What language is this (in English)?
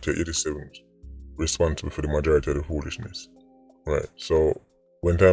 Jamaican Creole English